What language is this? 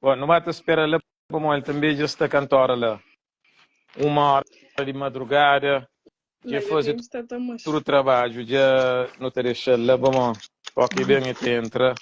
Kabuverdianu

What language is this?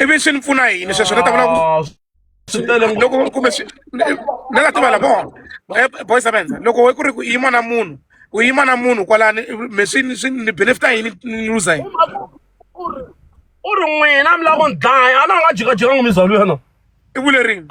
Tsonga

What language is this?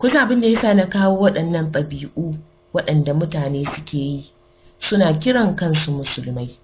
Hausa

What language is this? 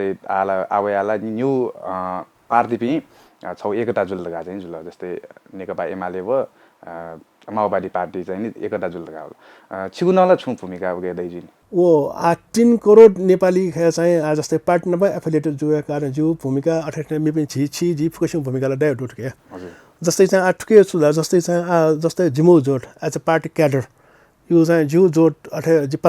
Newari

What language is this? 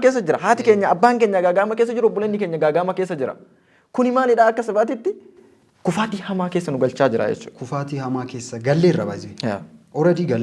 Oromo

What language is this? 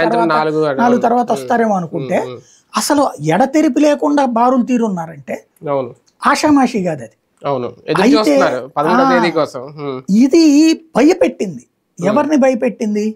Telugu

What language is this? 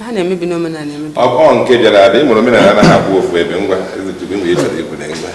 Igbo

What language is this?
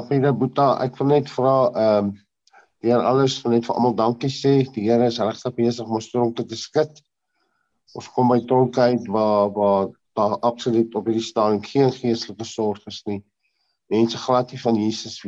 Afrikaans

